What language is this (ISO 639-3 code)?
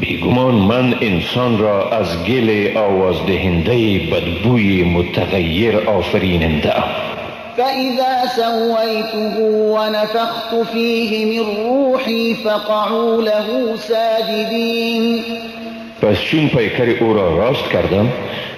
fas